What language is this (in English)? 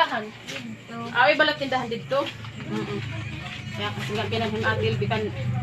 Waray